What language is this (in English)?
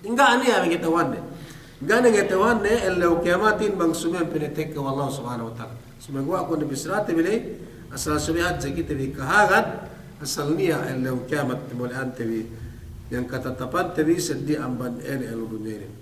Yakan